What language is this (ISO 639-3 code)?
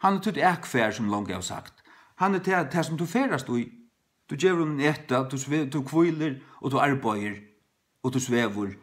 fao